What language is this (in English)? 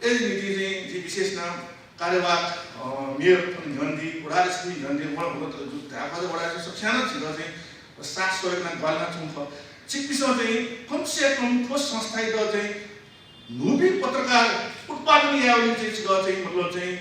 Newari